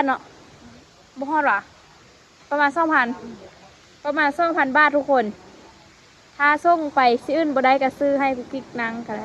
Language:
Lao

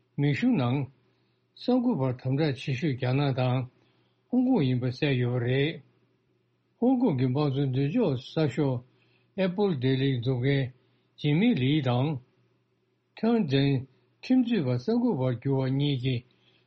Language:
Tibetan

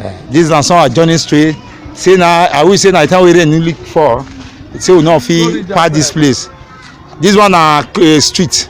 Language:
Nigerian Pidgin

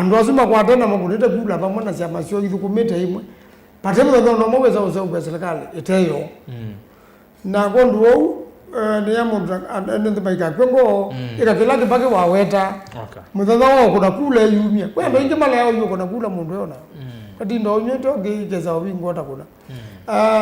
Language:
Kamba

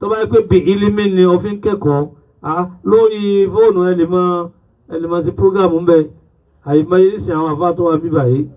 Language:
Yoruba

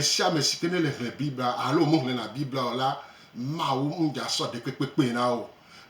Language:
Gen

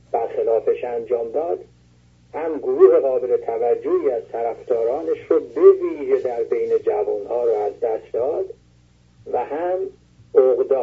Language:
Persian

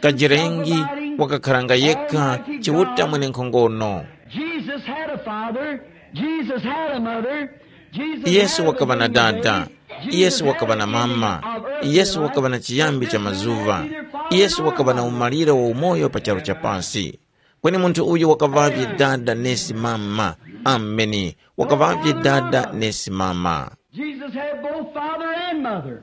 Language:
Tumbuka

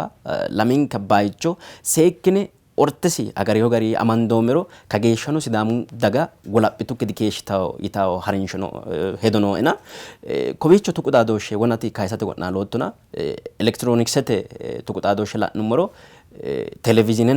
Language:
Sidamo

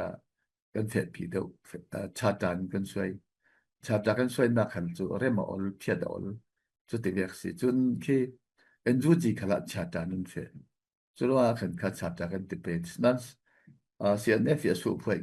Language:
Falam Chin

